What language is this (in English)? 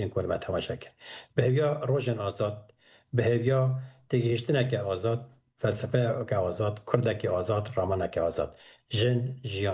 Kurdish